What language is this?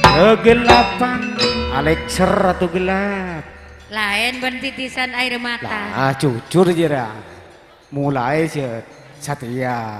Madurese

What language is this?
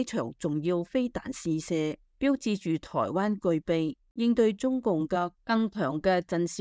Cantonese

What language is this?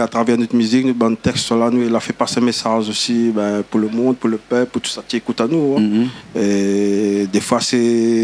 Réunion Creole French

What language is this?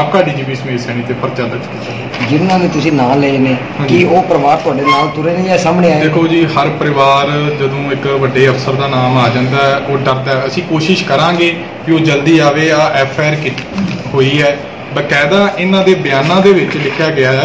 Punjabi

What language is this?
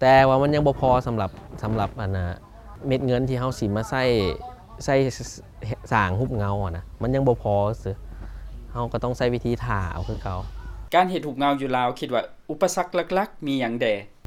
Lao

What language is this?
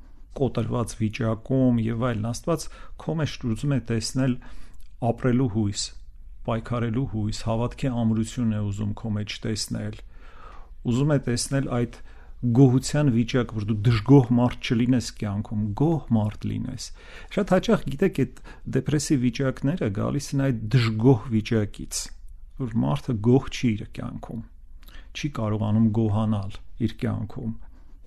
Armenian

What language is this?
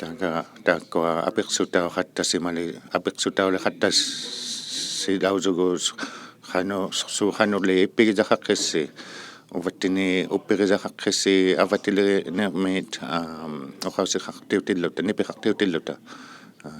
Inuktitut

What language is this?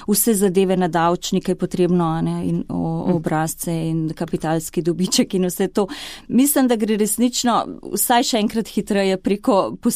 Slovenian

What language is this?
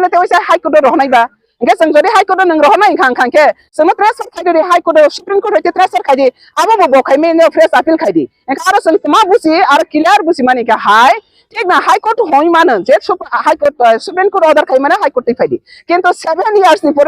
Riang (India)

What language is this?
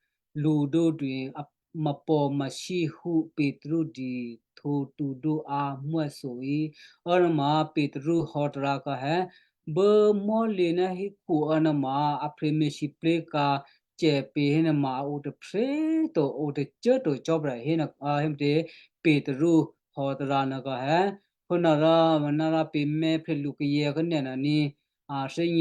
Western Kayah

